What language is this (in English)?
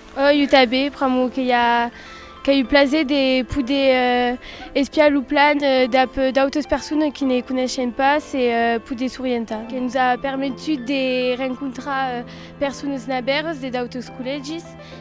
Occitan